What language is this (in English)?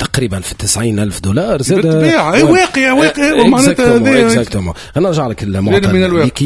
Tunisian Arabic